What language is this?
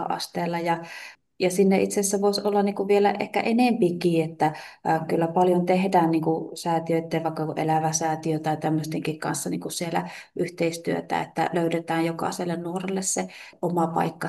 Finnish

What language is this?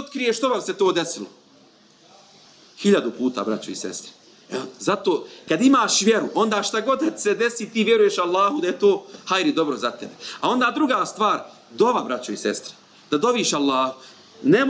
Bosnian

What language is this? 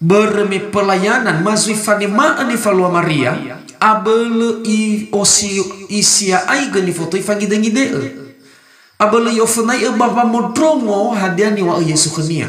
Nias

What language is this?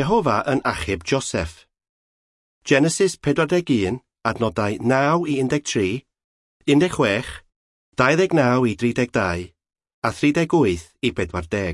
Welsh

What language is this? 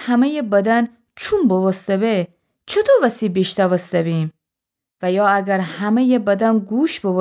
Gilaki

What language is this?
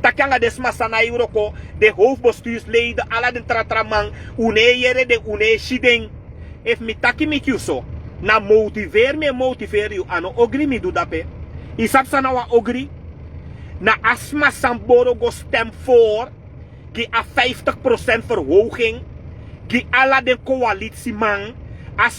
Sranan Tongo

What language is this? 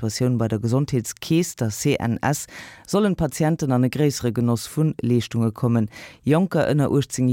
Luxembourgish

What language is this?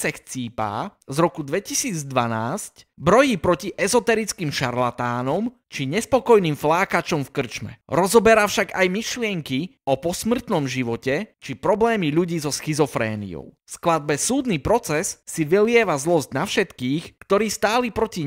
Slovak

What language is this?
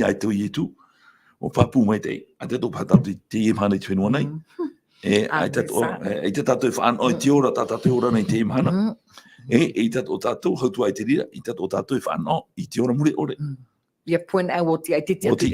Tahitian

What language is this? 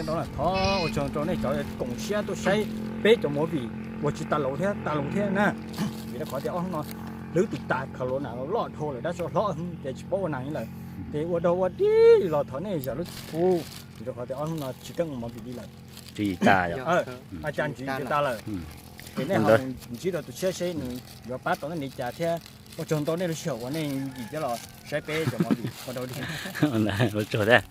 Hmong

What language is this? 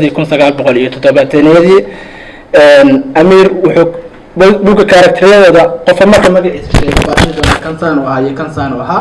Somali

